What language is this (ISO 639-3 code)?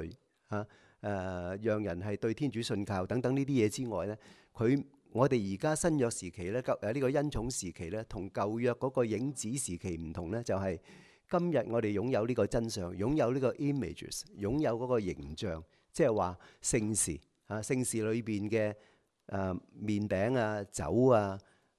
yue